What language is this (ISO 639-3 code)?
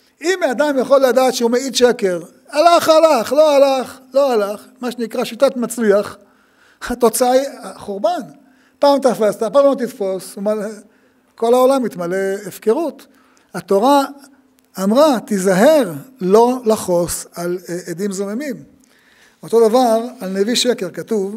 heb